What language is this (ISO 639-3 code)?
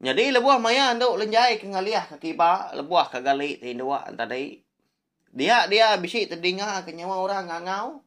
iba